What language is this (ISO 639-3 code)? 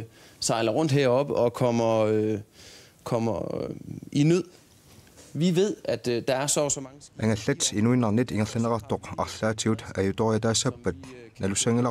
kal